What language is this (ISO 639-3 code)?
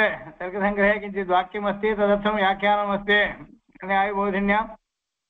san